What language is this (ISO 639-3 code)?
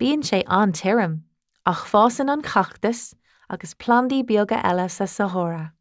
gle